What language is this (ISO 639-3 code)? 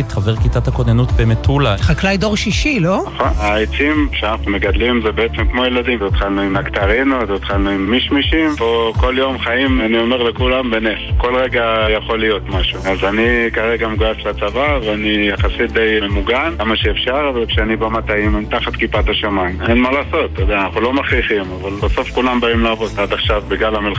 heb